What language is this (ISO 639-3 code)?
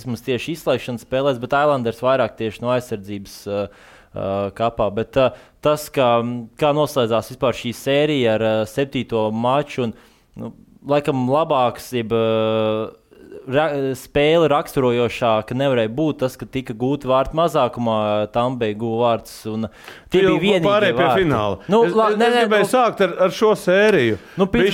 lav